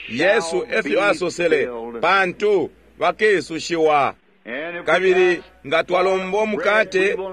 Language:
Bemba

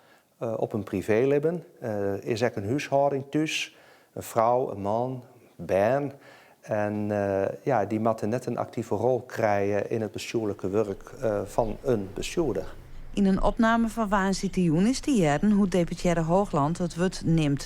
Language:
Western Frisian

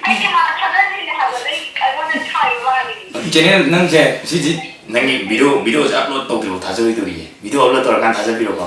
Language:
Manipuri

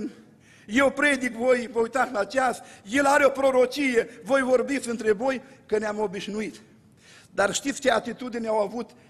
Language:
Romanian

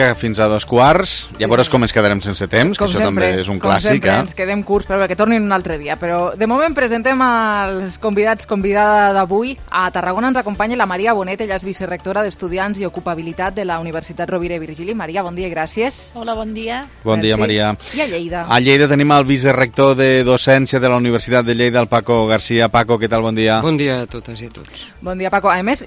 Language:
Catalan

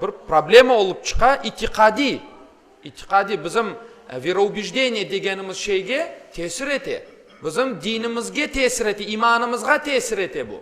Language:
Crimean Tatar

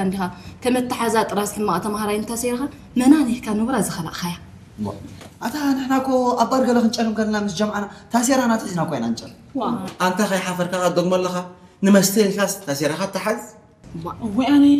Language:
Tigrinya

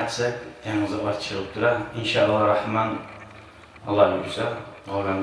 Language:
Kumyk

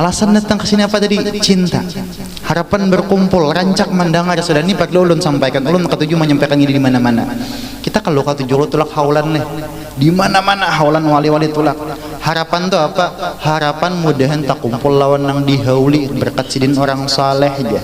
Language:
Banjar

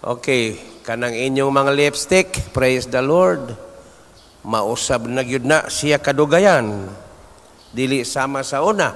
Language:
Cebuano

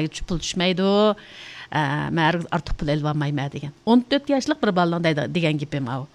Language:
Uyghur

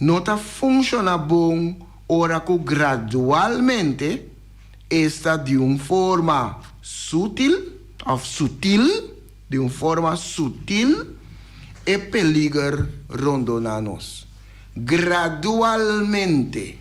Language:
Papiamento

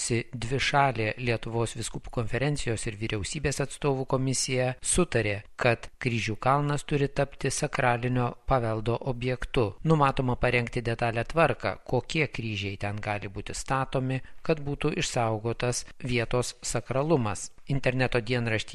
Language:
Lithuanian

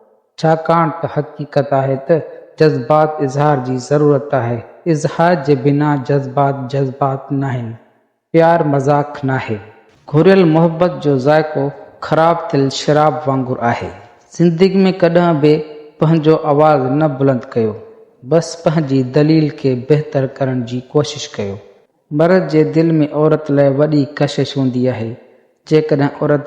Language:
Sindhi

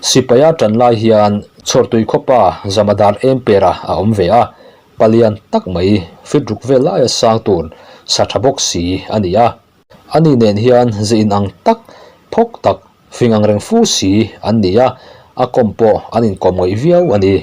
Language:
Mizo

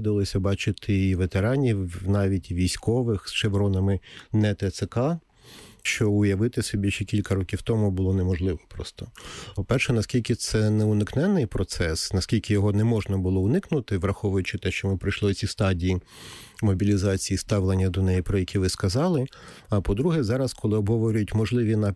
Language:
Ukrainian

